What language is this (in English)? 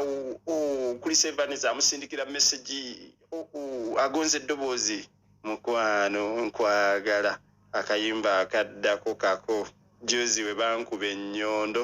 Ganda